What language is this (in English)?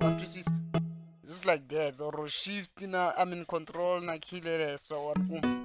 Tsonga